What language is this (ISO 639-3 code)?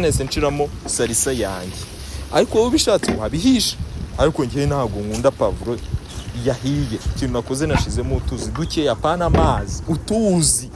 kin